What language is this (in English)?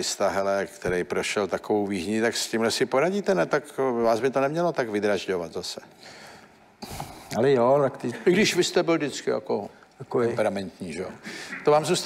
Czech